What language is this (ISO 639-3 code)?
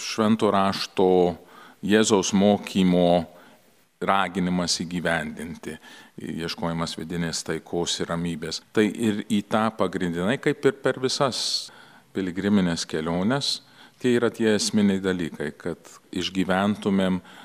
lit